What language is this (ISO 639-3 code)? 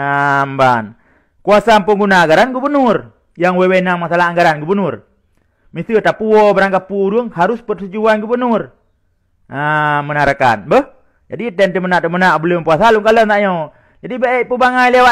ace